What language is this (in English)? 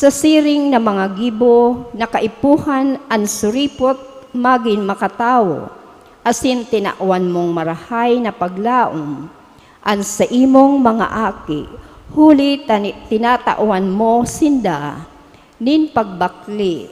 Bikol